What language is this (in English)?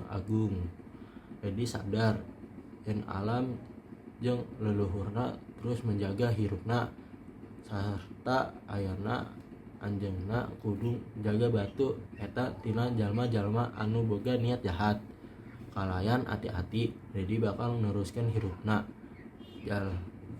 Sundanese